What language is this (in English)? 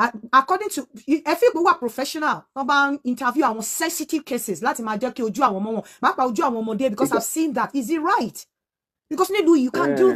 Yoruba